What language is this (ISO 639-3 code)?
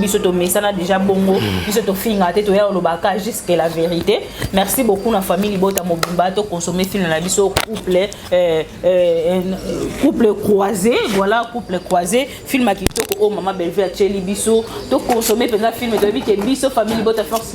lin